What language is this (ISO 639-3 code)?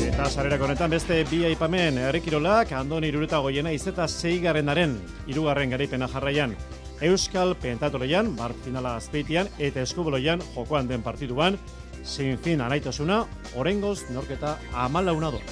eus